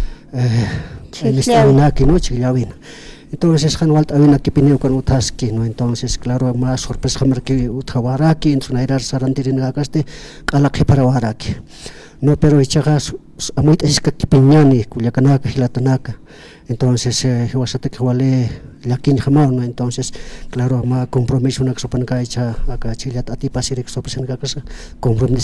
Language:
Aymara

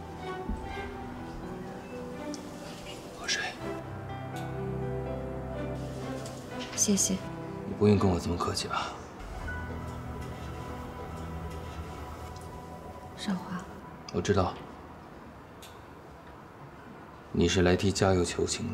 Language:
Chinese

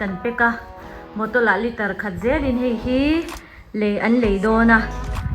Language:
Mizo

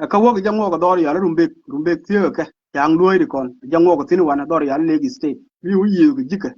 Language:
Nuer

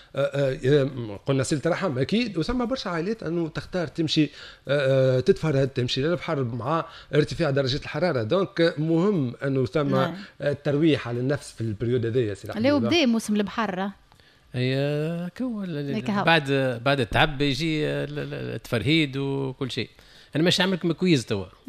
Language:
Tunisian Arabic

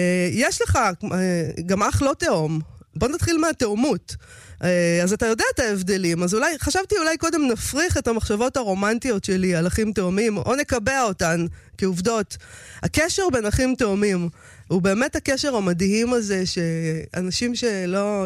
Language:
Hebrew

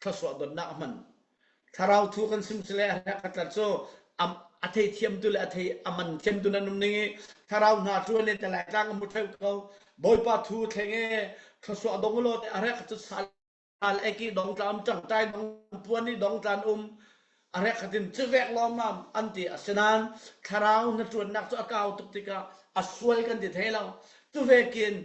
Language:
Falam Chin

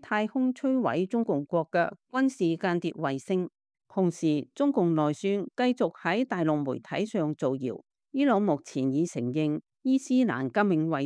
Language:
Cantonese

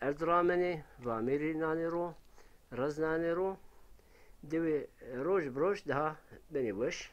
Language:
Zaza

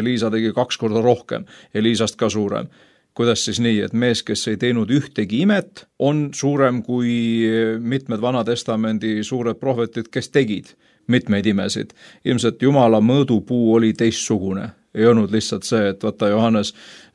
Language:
Estonian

